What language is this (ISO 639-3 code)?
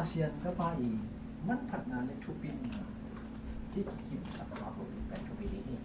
ctd